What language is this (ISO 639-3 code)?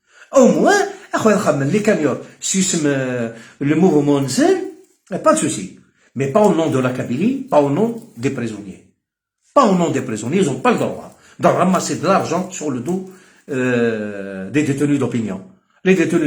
arq